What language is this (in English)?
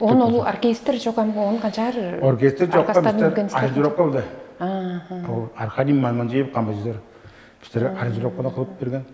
Tuvinian